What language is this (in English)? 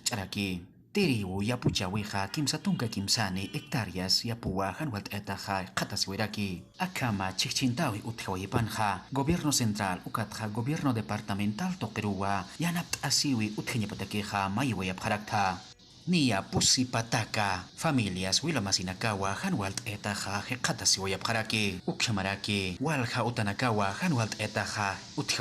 Aymara